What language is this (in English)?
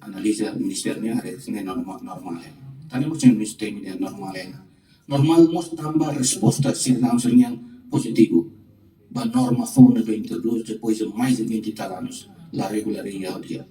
Tetum